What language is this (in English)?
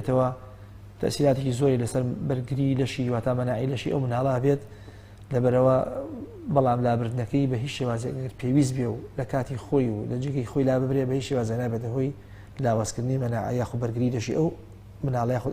Central Kurdish